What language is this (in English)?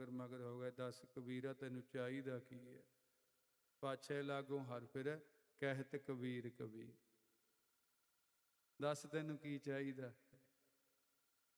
Punjabi